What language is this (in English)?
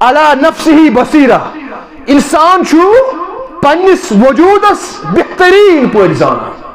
Kashmiri